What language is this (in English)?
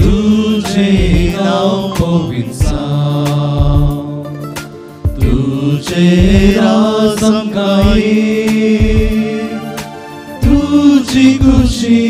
Konkani